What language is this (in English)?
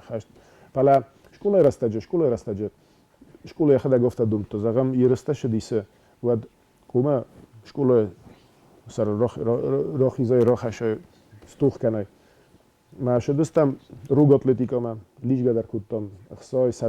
Ossetic